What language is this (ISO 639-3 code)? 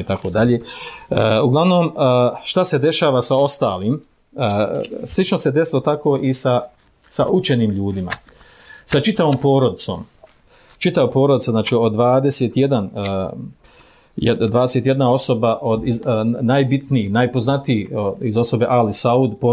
bos